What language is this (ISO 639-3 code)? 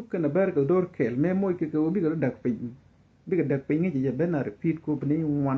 nus